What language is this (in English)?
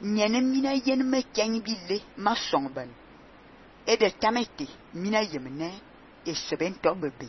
Fang